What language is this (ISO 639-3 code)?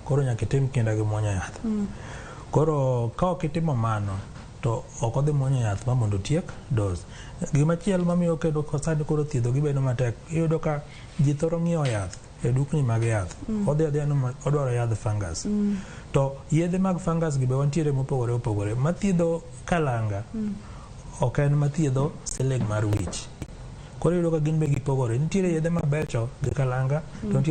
luo